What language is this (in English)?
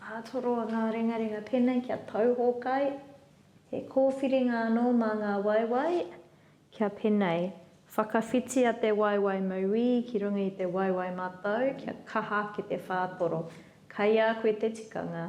Māori